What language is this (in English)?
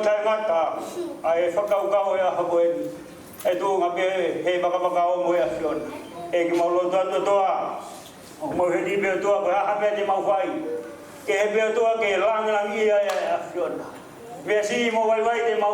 Tongan